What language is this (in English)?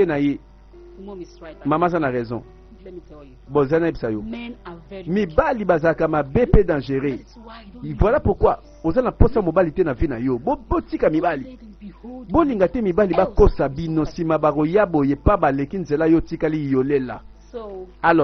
Lingala